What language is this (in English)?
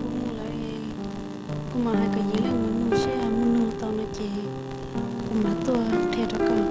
Hmong